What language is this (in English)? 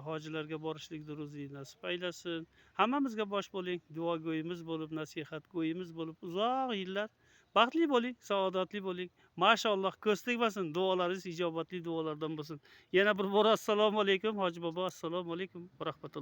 Uzbek